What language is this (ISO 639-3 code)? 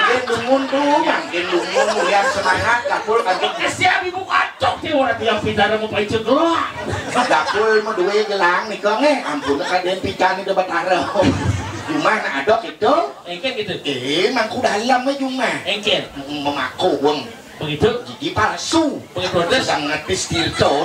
ban